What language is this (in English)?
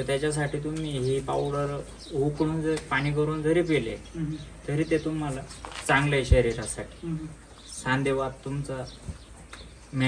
Marathi